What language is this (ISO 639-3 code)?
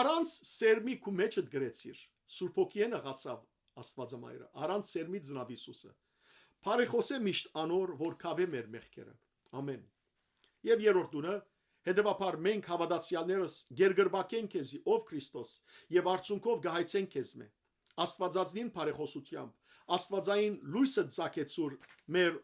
hyw